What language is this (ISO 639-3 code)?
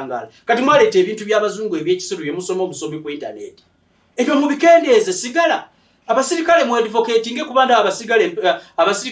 lug